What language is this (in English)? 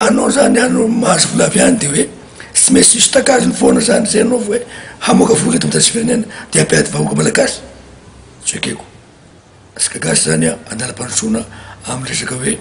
Malagasy